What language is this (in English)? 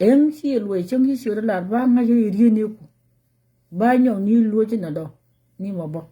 Nuer